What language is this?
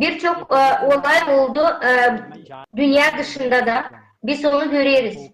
Gagauz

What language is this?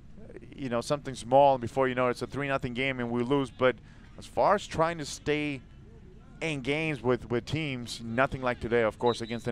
English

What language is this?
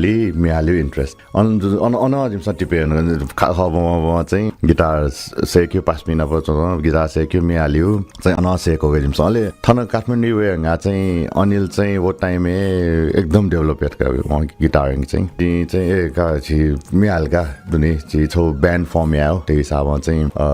Newari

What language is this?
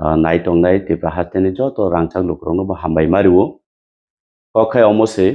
Kok Borok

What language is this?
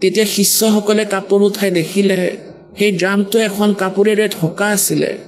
Assamese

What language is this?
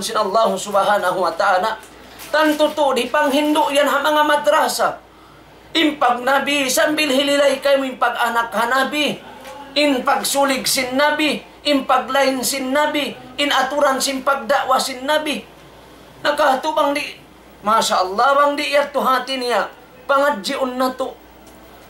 Tausug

